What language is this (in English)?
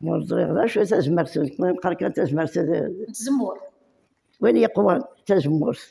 Kabyle